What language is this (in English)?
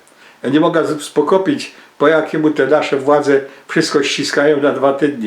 Silesian